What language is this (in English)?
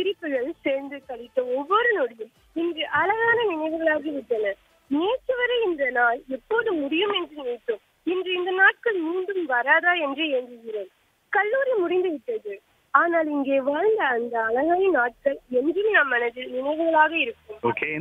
Tamil